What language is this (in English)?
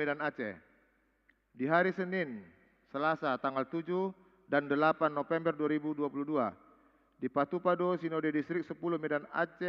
Batak Toba